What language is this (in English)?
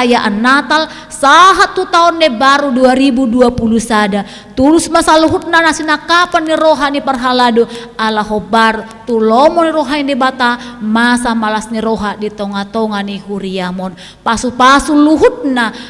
Batak Toba